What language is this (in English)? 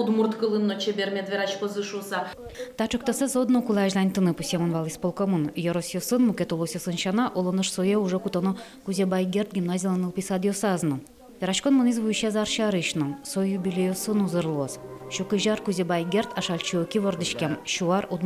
Udmurt